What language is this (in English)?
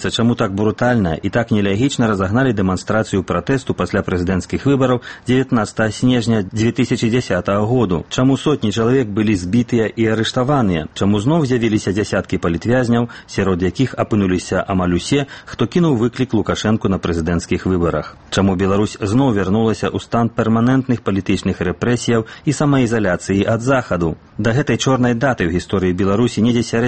Belarusian